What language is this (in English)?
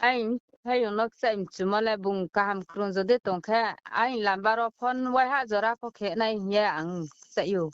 Riang (India)